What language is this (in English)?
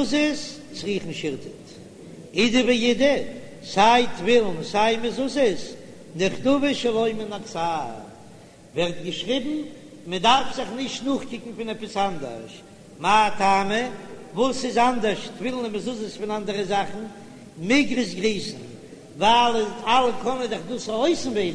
Yiddish